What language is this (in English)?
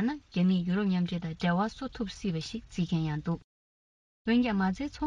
Tibetan